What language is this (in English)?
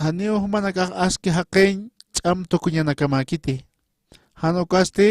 Aymara